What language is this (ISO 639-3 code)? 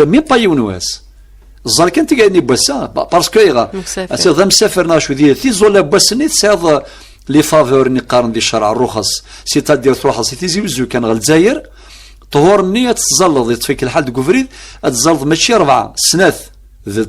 kab